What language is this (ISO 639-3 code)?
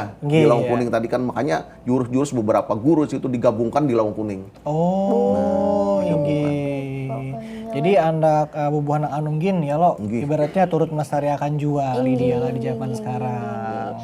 bjn